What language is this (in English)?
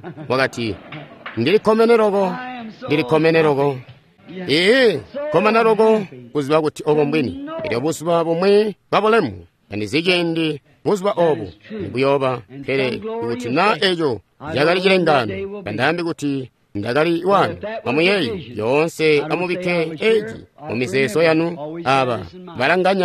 Tonga (Zambia)